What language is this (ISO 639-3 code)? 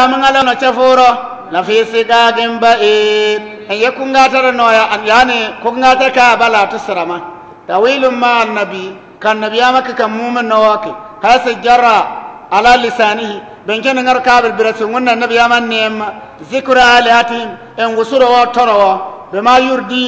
bib